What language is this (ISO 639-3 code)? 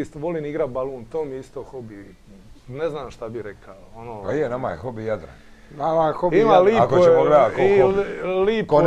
hrv